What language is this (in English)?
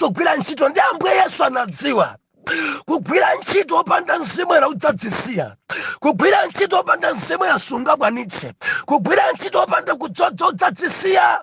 Nyanja